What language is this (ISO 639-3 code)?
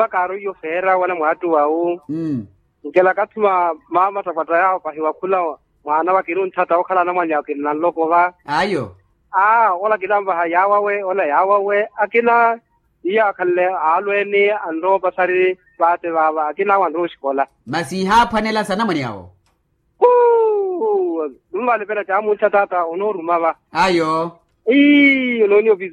vmw